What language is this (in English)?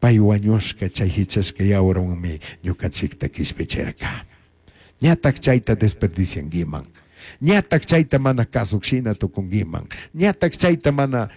Chimborazo Highland Quichua